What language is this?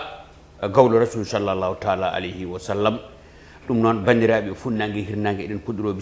Fula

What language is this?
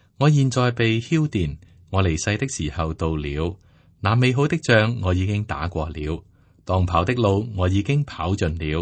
Cantonese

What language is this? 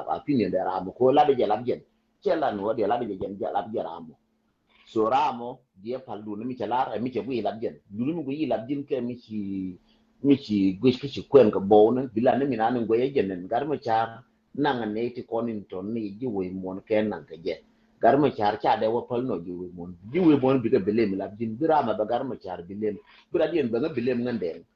Nuer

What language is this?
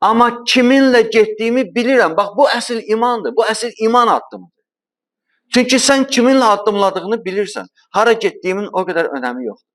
Azerbaijani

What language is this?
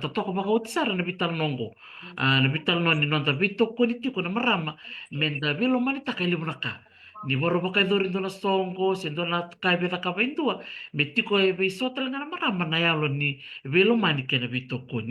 Fijian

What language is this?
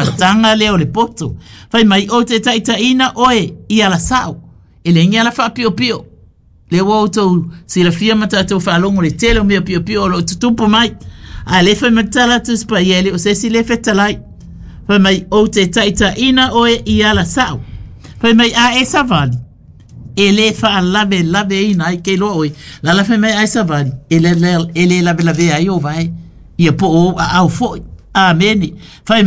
Samoan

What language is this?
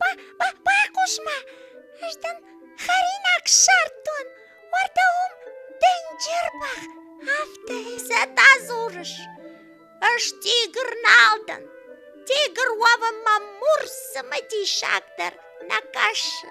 Ossetic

